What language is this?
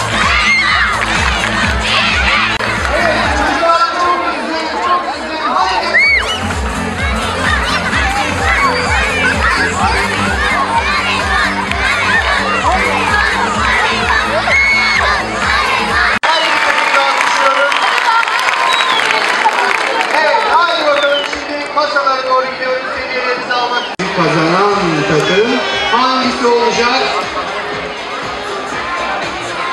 Turkish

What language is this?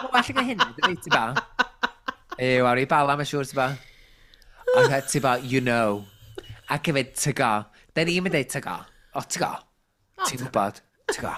Welsh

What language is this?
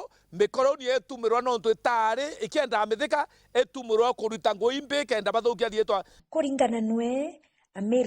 Meru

